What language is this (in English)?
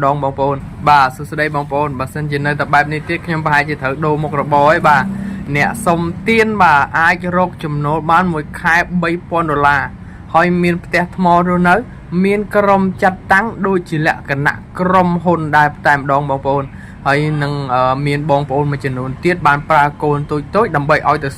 Khmer